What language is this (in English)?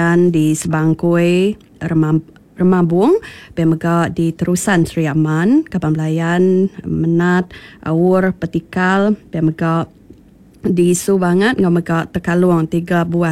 Iban